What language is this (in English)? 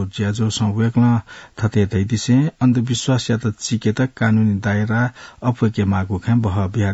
Newari